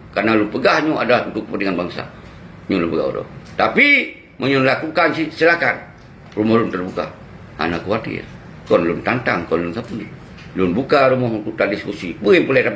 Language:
Achinese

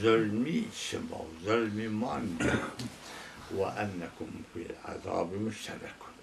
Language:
Zaza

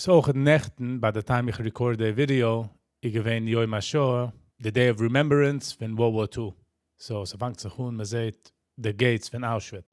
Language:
Yiddish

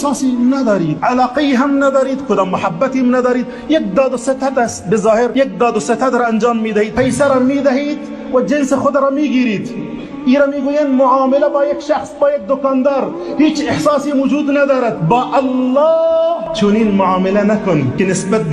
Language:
Tajik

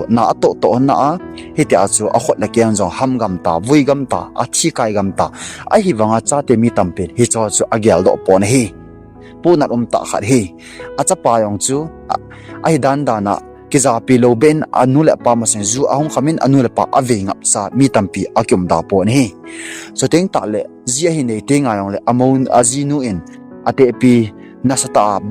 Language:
Thado Chin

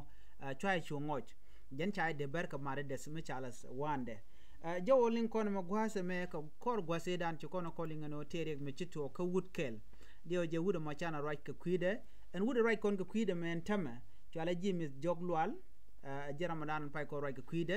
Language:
Nuer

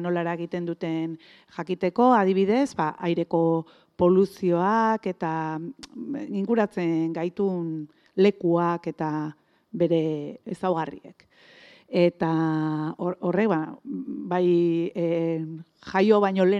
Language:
Basque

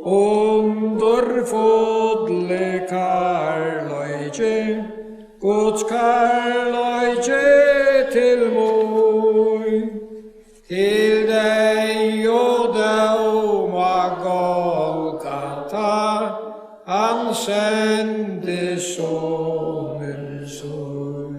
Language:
Faroese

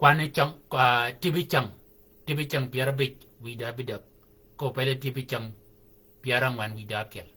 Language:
Shilluk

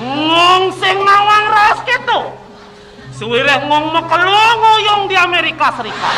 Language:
Balinese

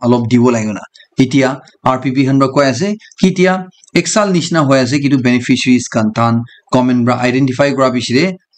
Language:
Naga Pidgin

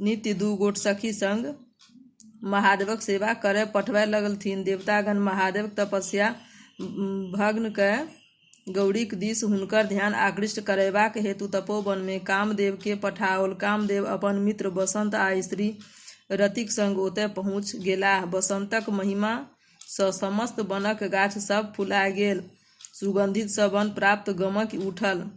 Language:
Maithili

